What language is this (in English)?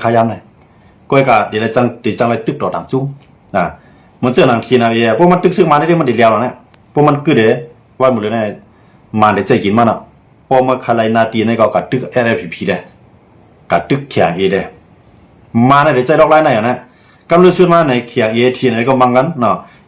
Shan